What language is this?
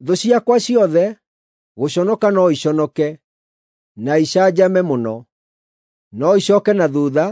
Kikuyu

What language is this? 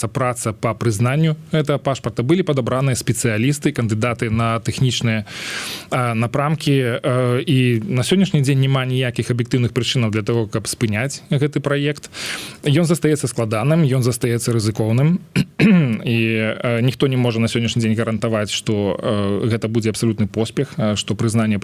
Belarusian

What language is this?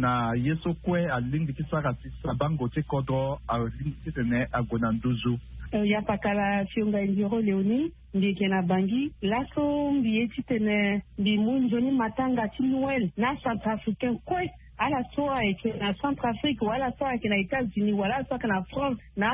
Sango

